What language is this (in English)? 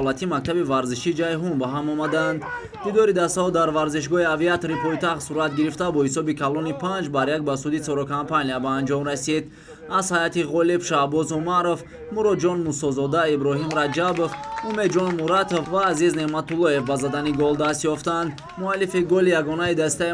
Tajik